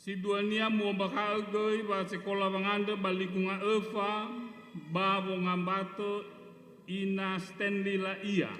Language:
Nias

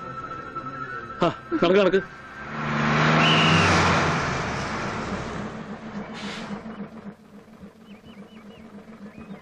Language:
Malayalam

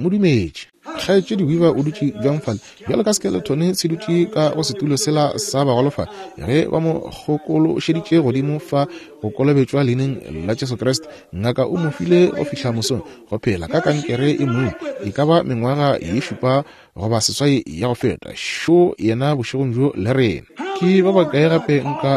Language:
Northern Sotho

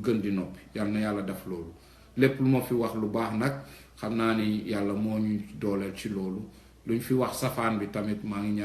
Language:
Wolof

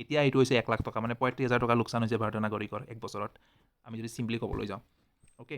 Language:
Assamese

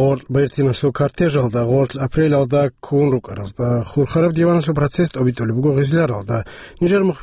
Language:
Avaric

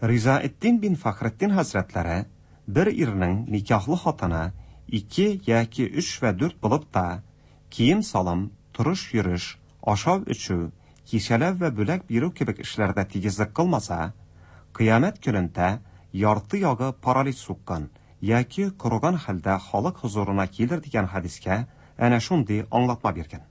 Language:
Tatar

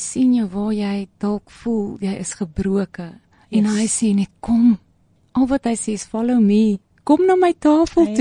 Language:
Afrikaans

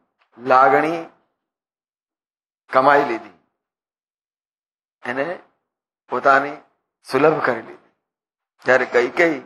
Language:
Gujarati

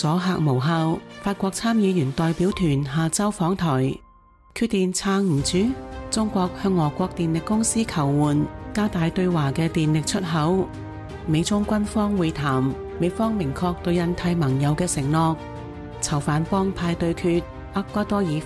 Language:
Cantonese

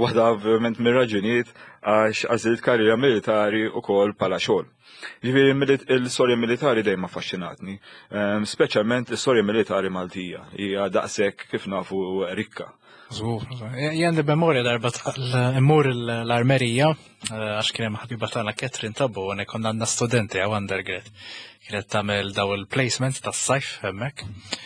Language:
Maltese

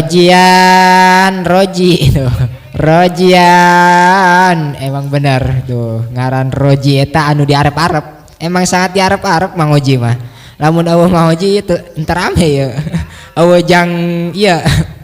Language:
Sundanese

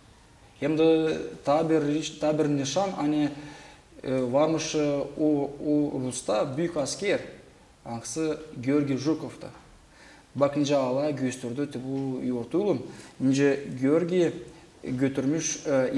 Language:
Gagauz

